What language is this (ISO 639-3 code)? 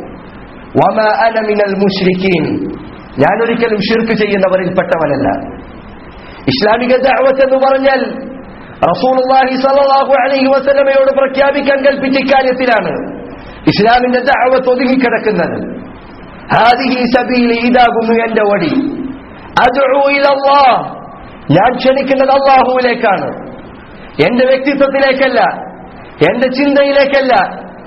mal